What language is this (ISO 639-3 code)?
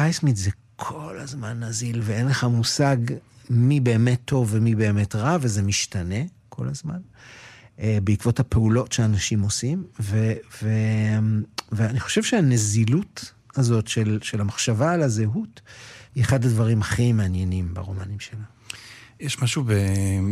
heb